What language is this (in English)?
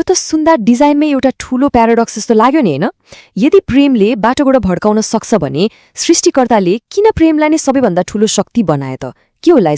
Nepali